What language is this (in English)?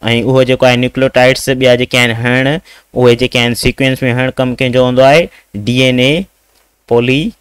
Sindhi